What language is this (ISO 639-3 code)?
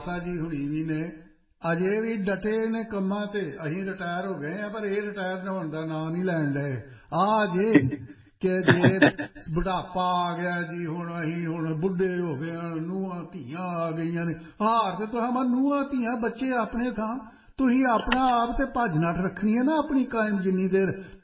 pan